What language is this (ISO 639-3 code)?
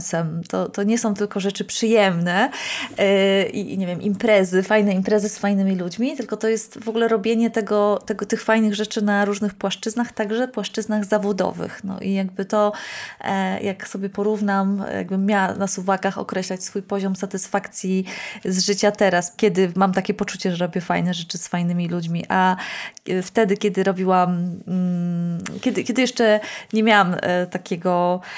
pol